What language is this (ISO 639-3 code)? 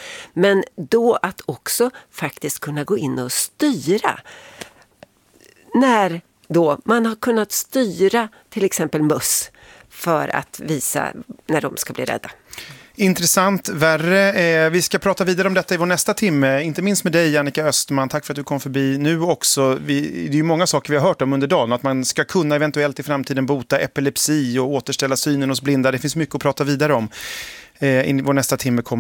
swe